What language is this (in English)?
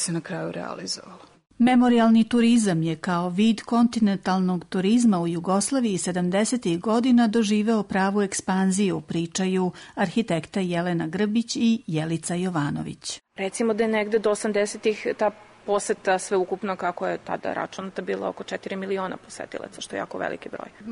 Serbian